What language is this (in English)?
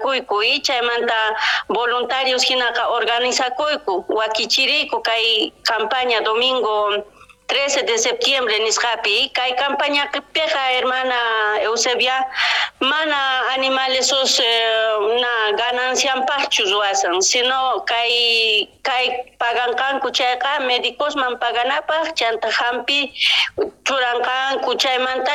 South Bolivian Quechua